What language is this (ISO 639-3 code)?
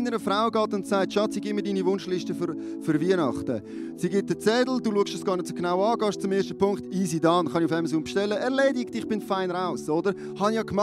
gsw